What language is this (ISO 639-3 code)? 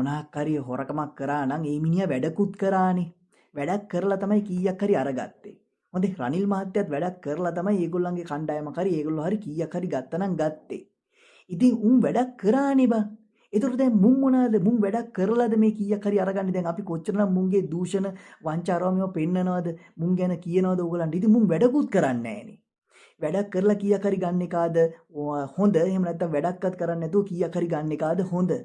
sin